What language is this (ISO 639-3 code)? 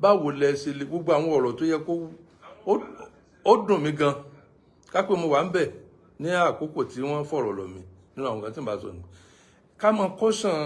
yor